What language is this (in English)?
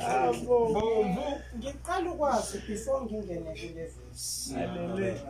Zulu